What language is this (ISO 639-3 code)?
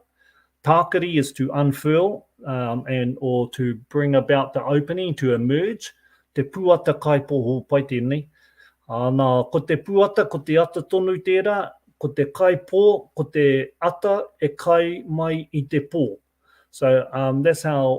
mri